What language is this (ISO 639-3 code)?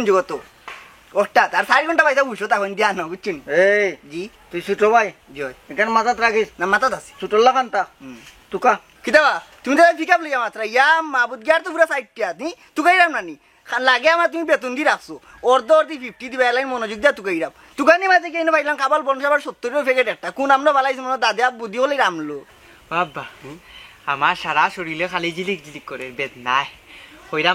syl